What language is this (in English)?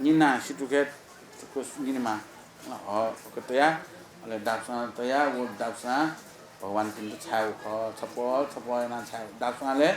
Newari